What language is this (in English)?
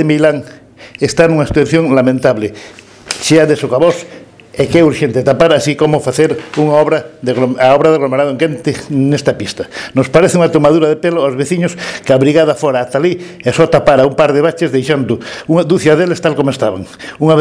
Galician